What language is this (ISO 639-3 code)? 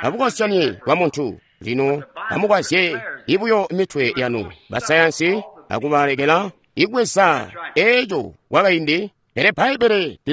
toi